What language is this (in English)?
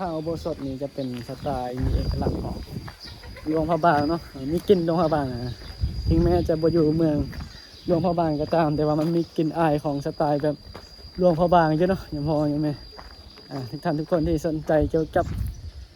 Northeastern Thai